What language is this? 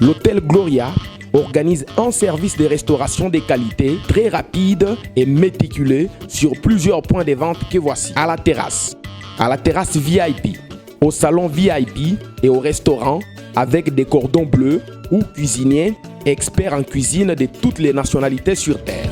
Luba-Lulua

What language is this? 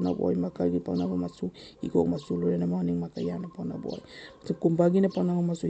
Manipuri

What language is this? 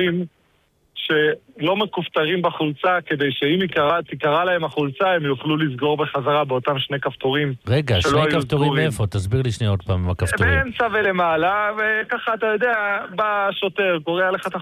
Hebrew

